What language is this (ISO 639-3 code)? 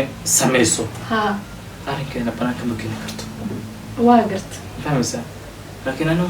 som